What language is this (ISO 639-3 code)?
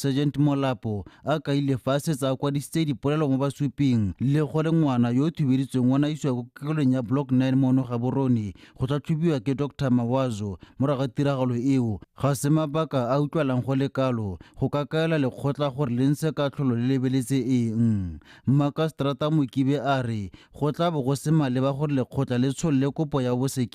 tsn